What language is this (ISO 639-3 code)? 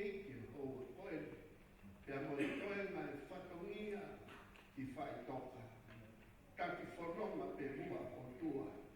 ton